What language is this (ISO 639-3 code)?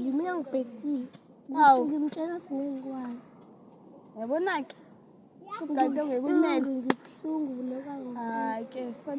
zul